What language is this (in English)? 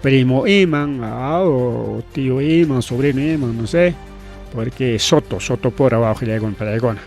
Ayacucho Quechua